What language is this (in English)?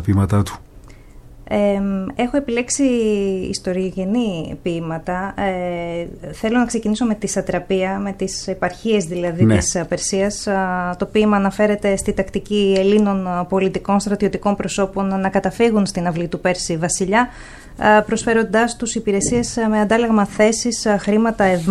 Greek